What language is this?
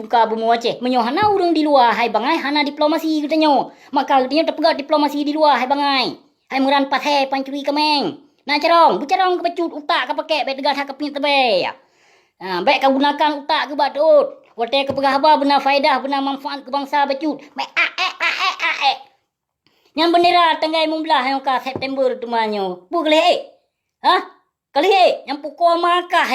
Achinese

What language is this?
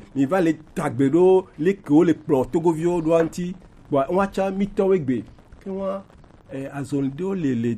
Gen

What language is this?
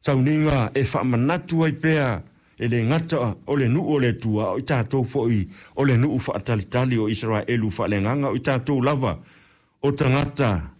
Samoan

